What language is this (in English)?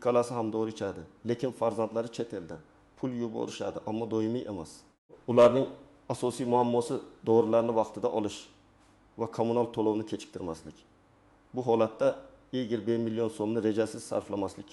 Uzbek